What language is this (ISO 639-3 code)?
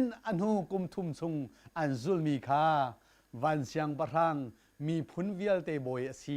cnh